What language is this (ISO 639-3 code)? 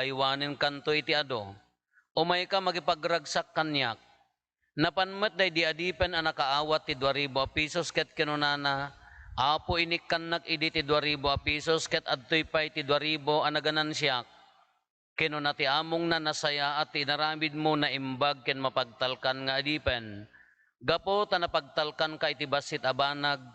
ilo